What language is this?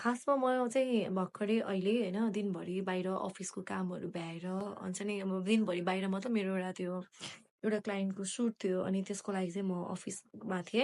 Nepali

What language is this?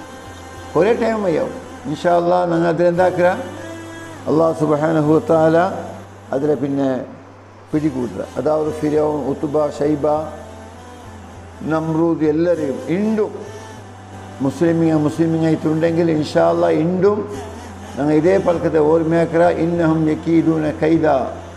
Malayalam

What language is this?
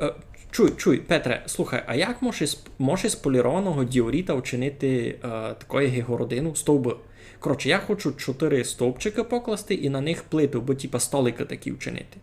Rusyn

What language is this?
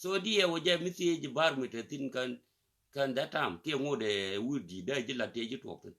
Nuer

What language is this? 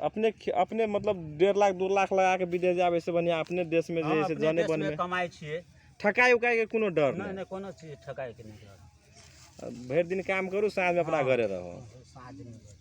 Magahi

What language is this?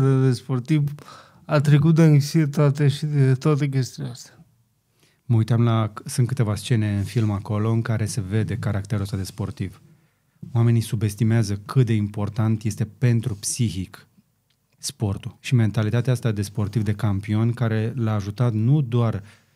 Romanian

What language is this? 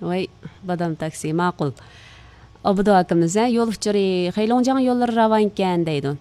Uyghur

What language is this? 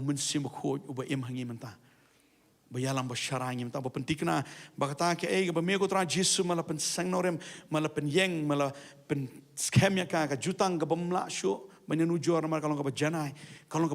Khasi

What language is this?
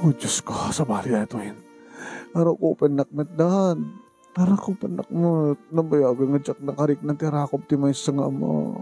Iloko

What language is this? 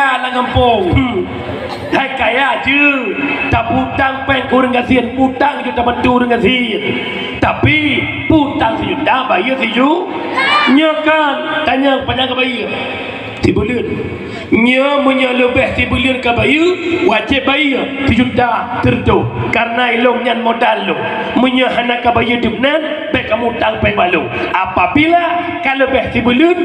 Achinese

